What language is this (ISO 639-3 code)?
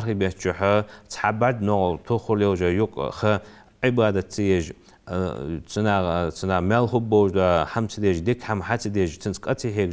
inh